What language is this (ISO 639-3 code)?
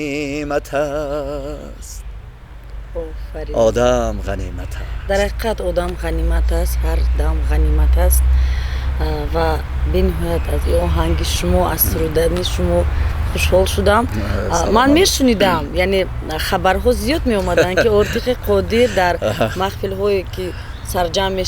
tgk